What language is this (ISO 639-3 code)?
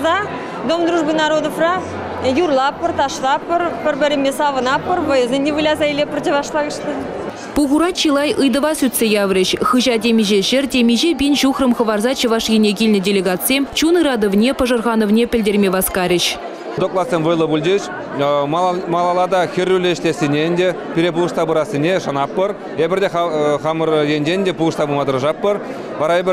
chv